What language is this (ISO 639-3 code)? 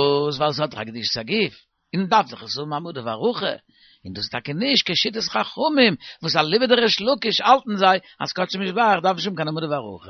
yid